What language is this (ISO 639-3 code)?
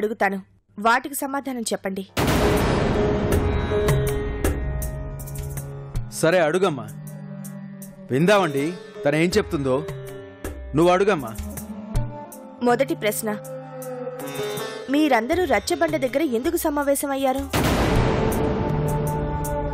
tel